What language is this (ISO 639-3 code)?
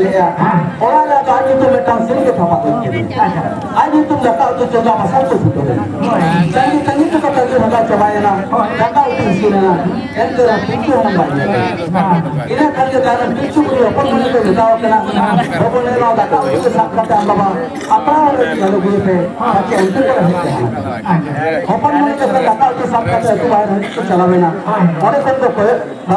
sat